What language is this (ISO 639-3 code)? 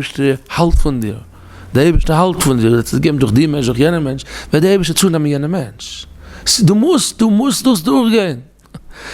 yid